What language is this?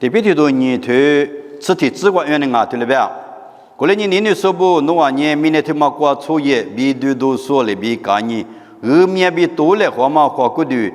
Lisu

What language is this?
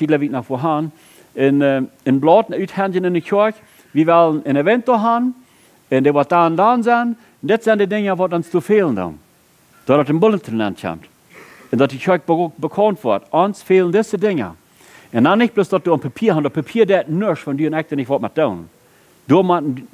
Plautdietsch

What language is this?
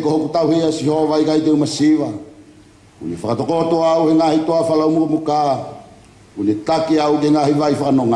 Tongan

